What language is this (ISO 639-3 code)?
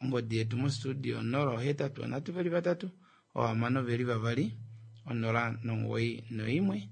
kua